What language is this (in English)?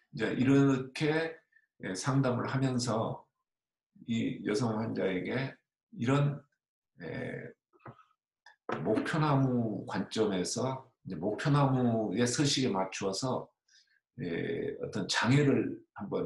Korean